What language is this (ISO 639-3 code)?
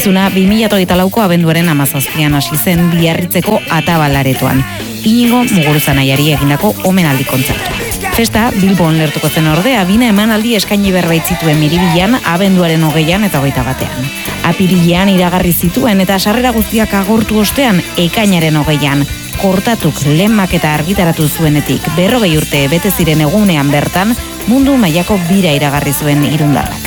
eus